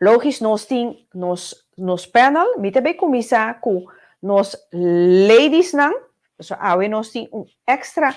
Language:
Papiamento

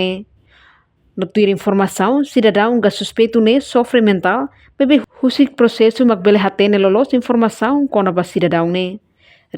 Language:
Tetum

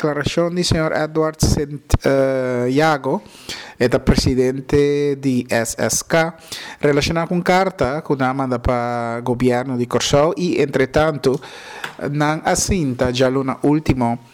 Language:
Papiamento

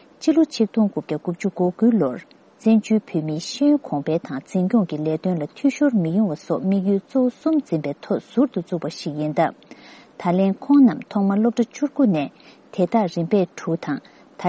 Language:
Tibetan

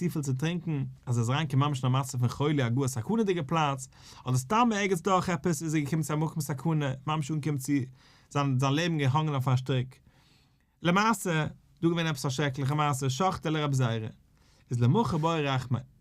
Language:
Yiddish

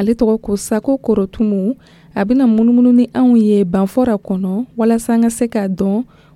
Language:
Dyula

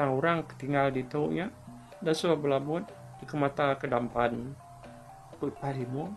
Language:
Iban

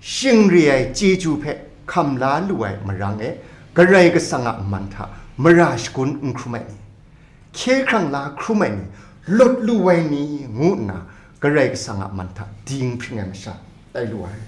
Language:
Kachin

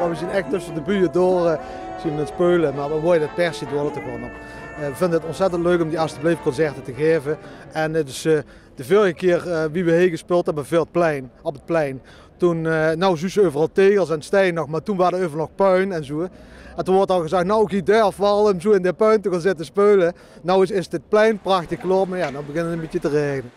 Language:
Limburgish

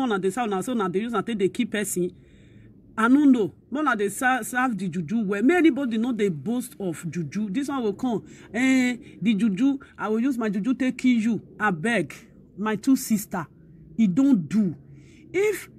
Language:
Nigerian Pidgin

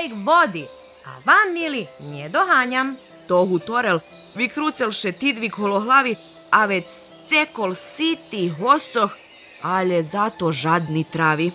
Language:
Rusyn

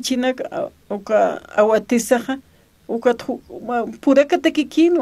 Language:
Aymara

